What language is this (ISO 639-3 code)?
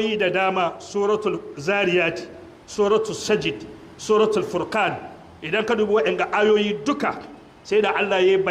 hau